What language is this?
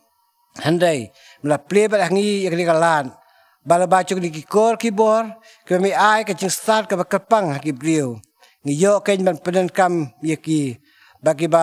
Khasi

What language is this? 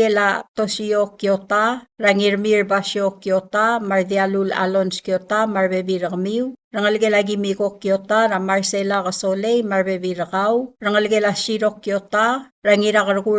Palauan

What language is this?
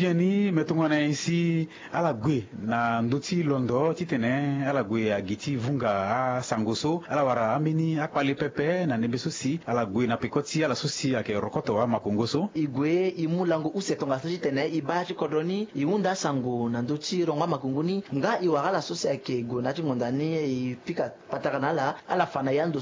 Sango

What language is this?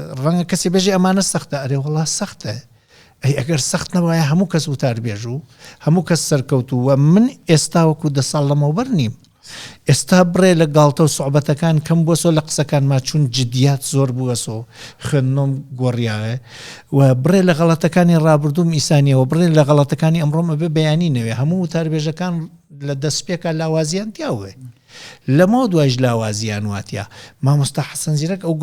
Central Kurdish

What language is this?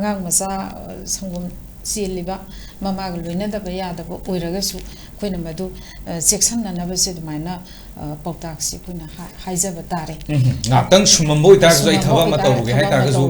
Manipuri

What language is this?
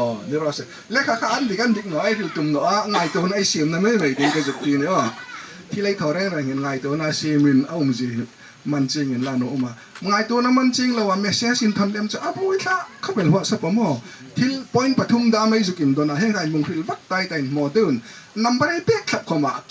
Hmar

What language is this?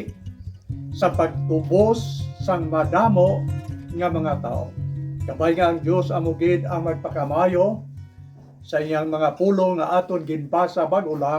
Hiligaynon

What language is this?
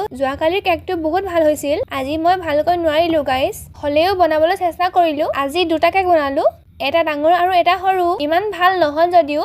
Assamese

